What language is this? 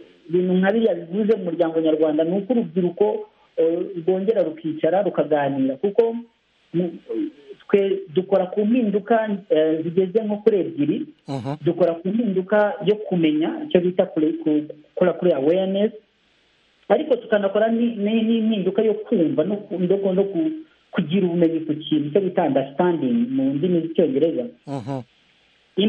Kinyarwanda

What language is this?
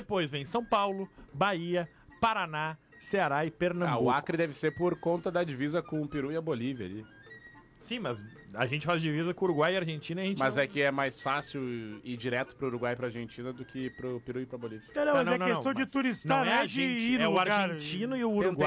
Portuguese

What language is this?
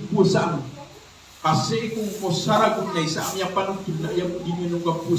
Maranao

